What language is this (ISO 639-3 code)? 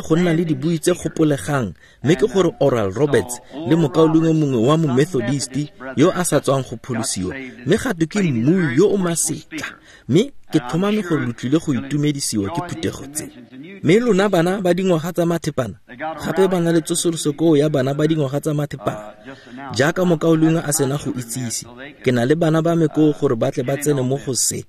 tsn